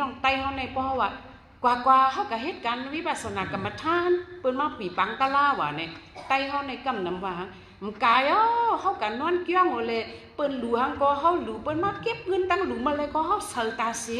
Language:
Shan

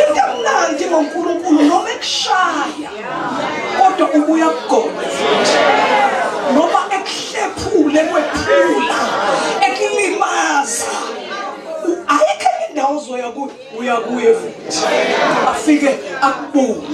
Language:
Zulu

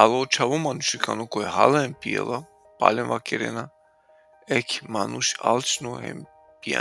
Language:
Balkan Romani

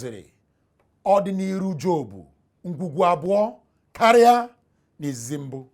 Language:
Igbo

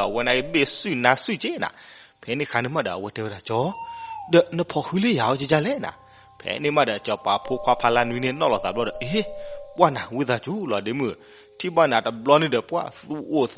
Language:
S'gaw Karen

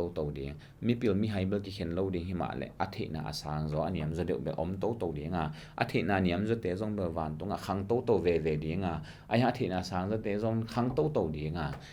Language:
Tedim Chin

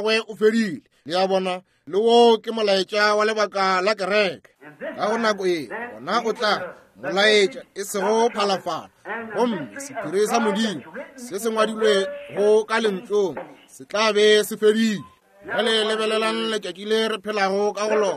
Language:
Northern Sotho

